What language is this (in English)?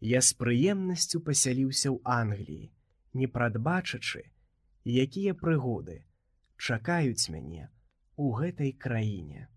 Belarusian